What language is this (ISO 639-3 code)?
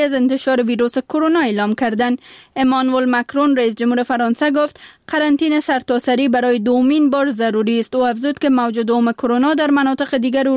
fas